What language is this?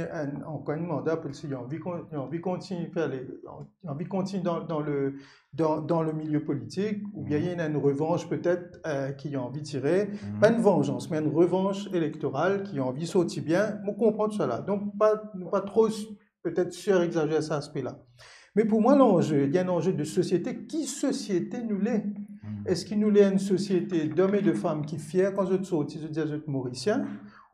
Morisyen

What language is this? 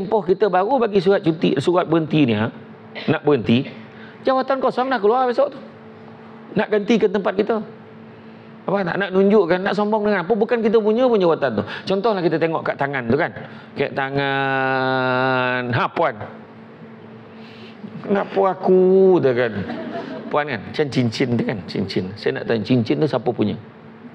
Malay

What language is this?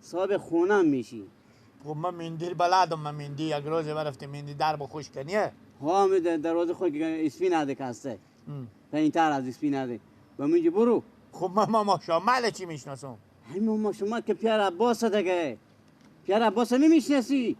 Persian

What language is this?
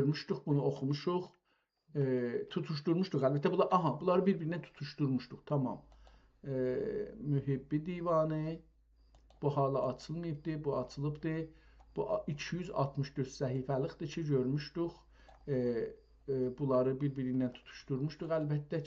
South Azerbaijani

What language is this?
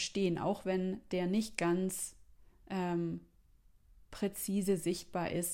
German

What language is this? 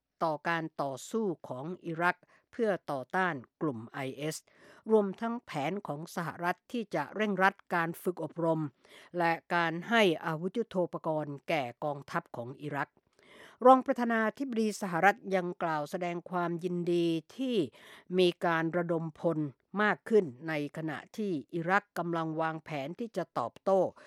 Thai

